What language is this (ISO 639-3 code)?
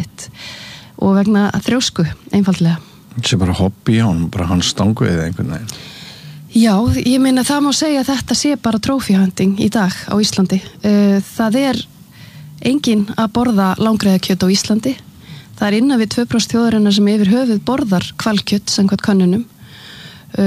isl